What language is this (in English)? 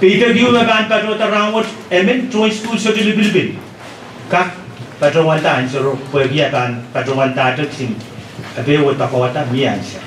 Pohnpeian